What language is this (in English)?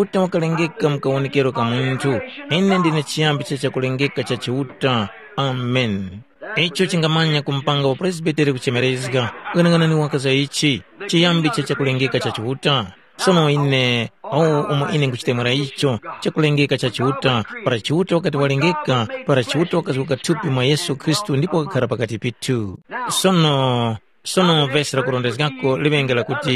Tumbuka